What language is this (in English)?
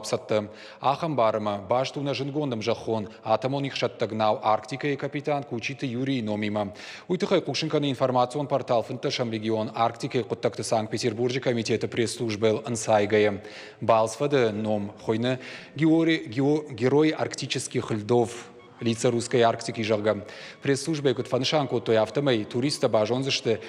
Ossetic